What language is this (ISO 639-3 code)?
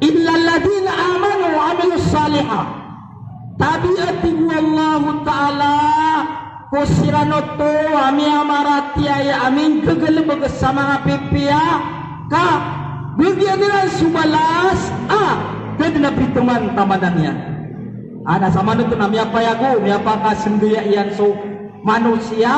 mrw